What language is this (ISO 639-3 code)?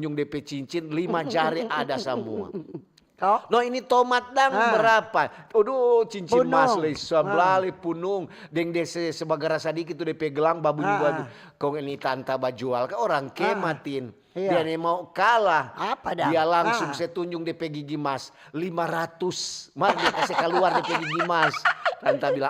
xmm